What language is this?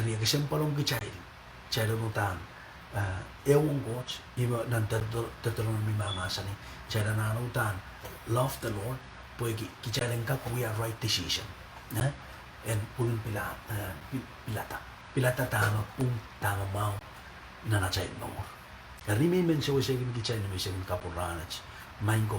Pohnpeian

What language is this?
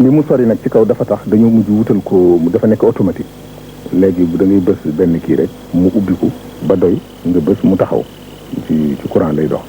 Wolof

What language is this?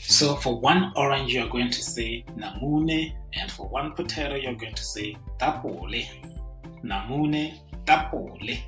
Tswana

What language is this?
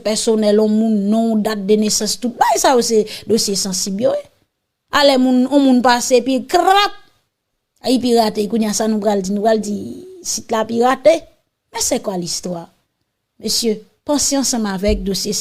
Haitian Creole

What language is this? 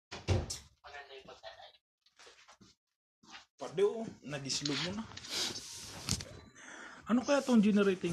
Filipino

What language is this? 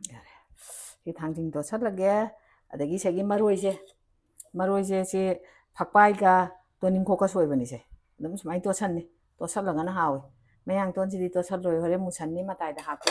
Manipuri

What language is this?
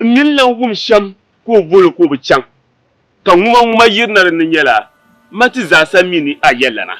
Dagbani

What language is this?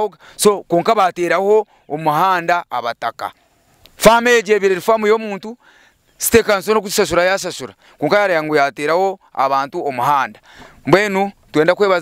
Nyankole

